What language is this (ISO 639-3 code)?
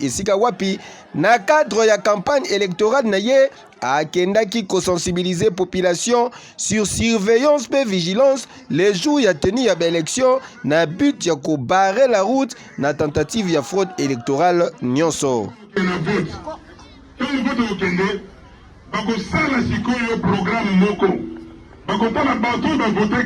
lin